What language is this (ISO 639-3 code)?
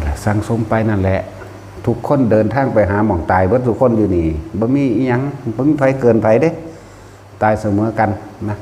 lao